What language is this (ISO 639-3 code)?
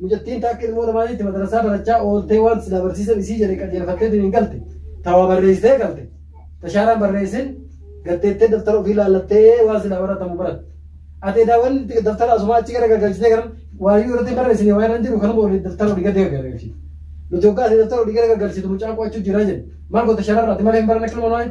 orm